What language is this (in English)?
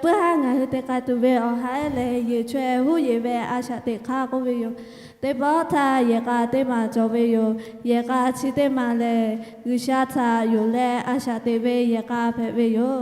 Lahu